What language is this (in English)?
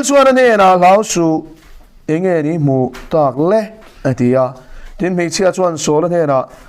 Mizo